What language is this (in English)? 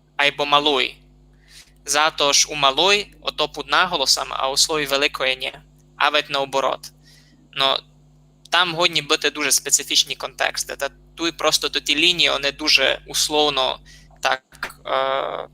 Rusyn